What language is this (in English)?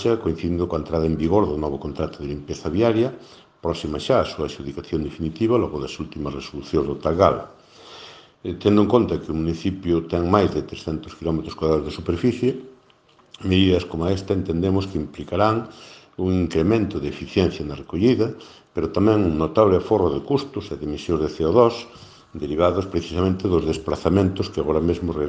Galician